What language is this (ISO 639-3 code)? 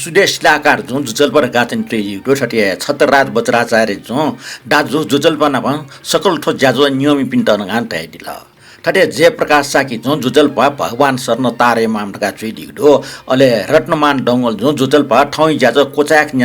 new